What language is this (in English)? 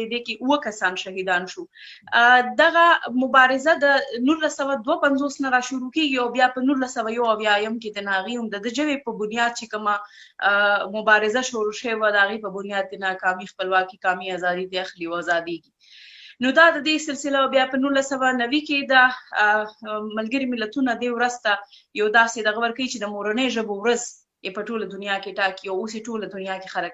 Pashto